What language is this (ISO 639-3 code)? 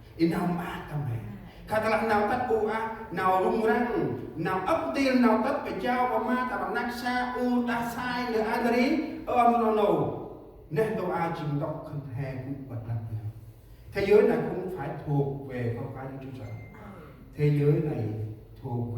cmo